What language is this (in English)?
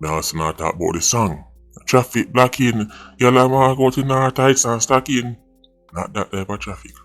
Jamaican Creole English